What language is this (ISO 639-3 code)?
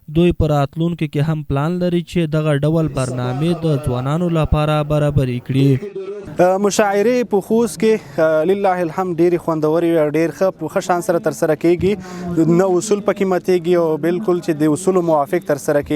pus